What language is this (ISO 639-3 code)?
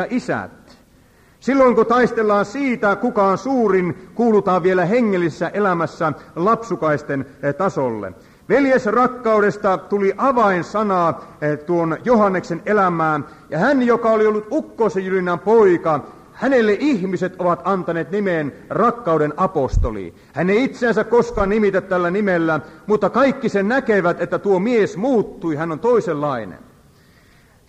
fin